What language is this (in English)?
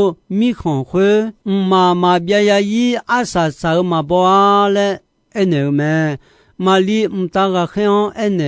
Akha